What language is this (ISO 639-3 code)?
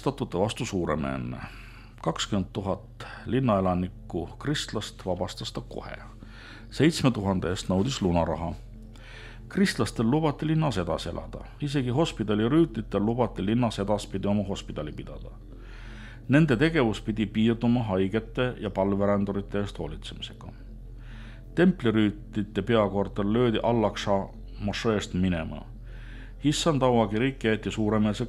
est